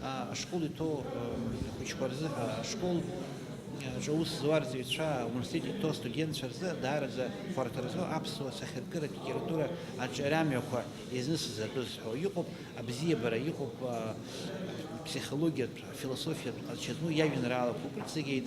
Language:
Abkhazian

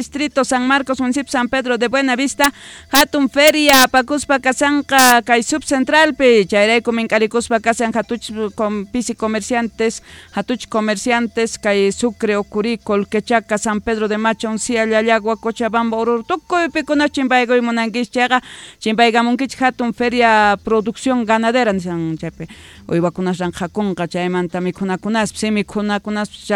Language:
South Bolivian Quechua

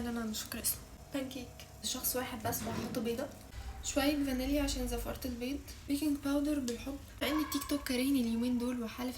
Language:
Egyptian Arabic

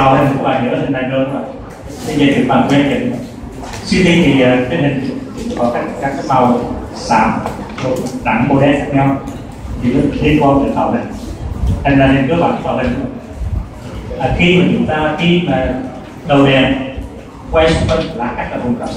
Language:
Vietnamese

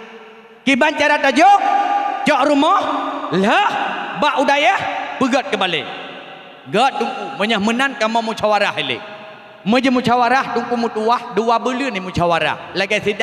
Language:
Achinese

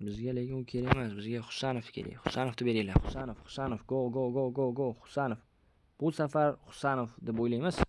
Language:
Uzbek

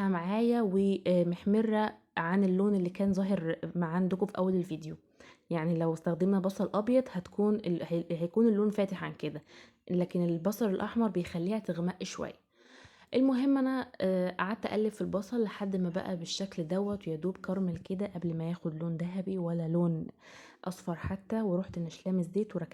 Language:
Egyptian Arabic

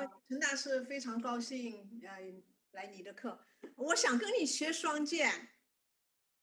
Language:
Chinese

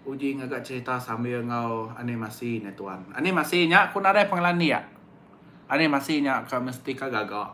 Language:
Iban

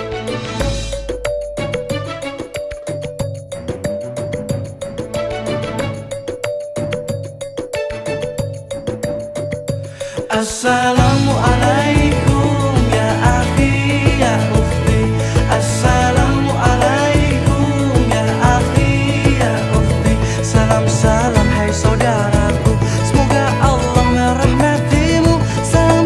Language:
Indonesian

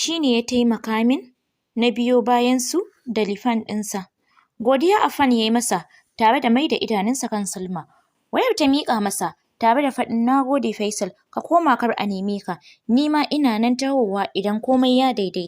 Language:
Hausa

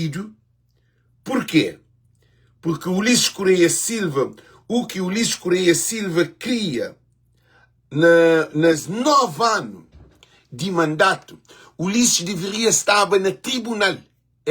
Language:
Kabuverdianu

